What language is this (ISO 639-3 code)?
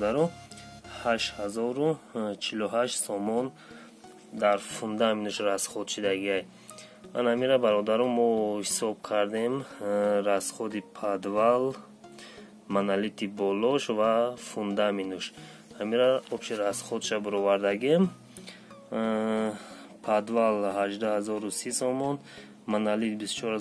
tgk